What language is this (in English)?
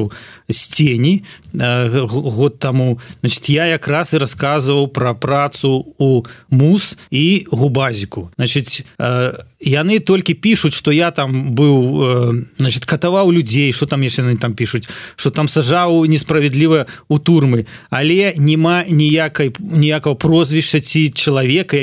Belarusian